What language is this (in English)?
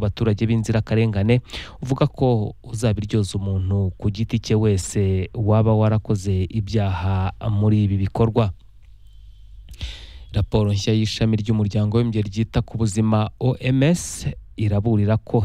Kinyarwanda